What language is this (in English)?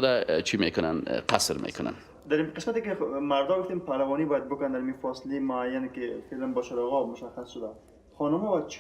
Persian